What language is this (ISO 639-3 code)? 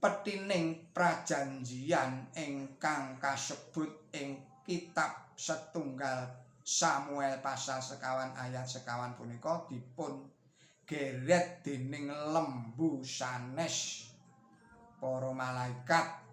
jav